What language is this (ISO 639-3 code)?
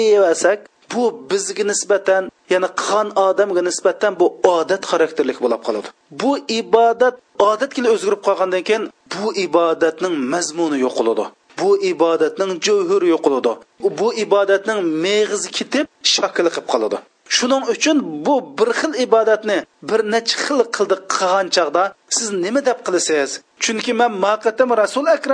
uig